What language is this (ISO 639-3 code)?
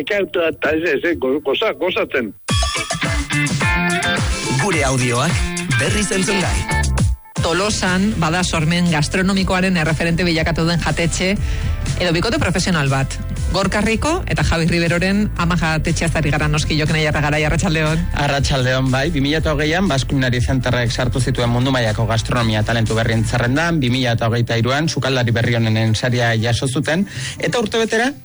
eus